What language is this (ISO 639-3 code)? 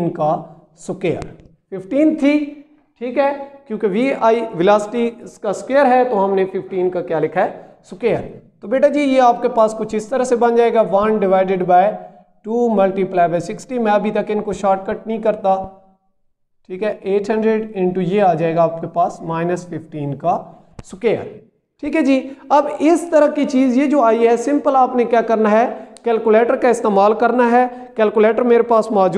hin